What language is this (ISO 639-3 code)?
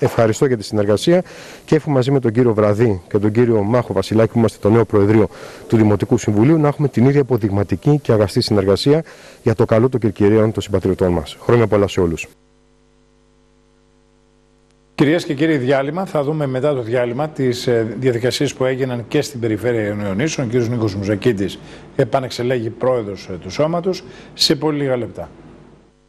ell